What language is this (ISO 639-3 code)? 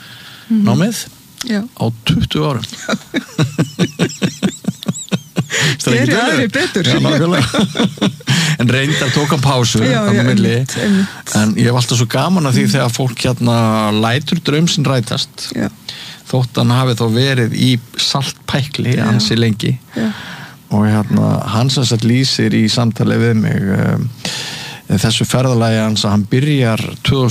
isl